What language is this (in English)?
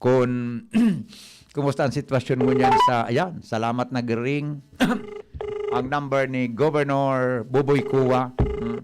Bikol